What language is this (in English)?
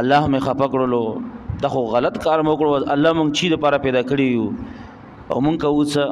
Pashto